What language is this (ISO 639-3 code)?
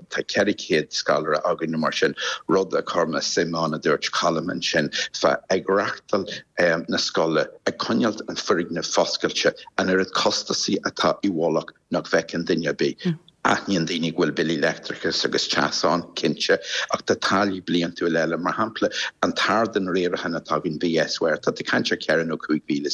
gle